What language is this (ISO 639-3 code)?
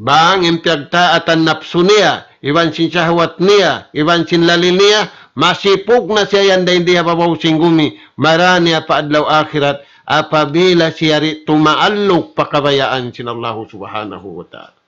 tsg